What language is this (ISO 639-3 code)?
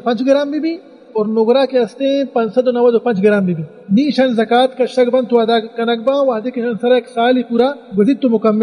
bal